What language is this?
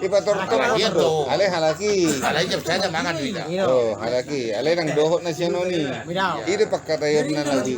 Batak Toba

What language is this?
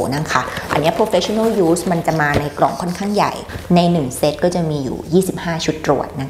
Thai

